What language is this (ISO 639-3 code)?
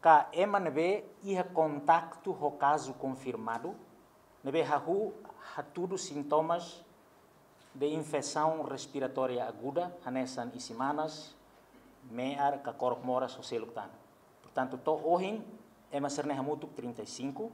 tet